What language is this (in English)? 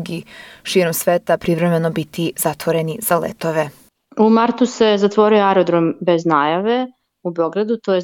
Serbian